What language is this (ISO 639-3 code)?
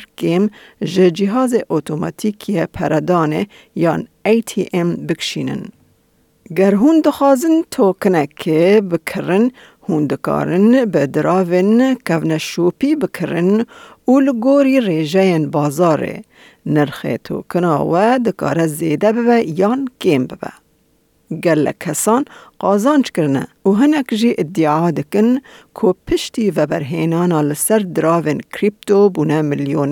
kur